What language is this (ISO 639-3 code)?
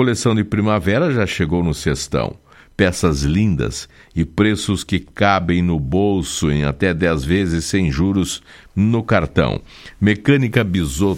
por